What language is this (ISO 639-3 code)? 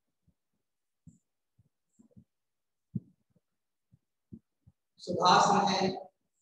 hin